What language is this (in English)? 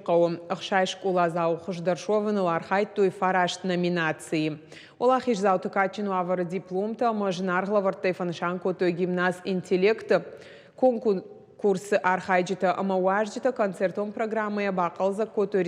Ossetic